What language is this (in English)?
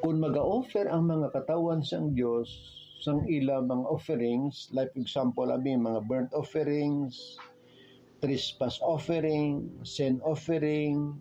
Hiligaynon